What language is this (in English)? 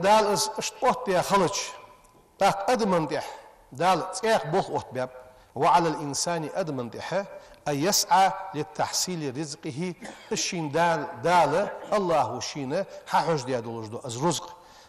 Ingush